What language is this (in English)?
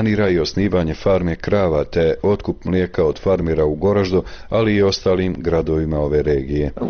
Bosnian